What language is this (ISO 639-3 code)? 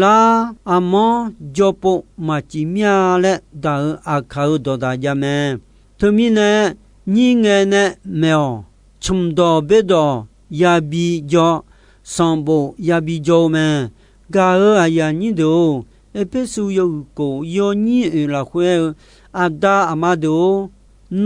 ahk